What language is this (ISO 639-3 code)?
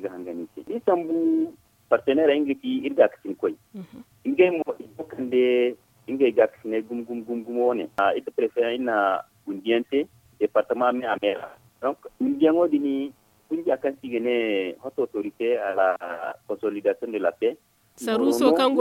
dje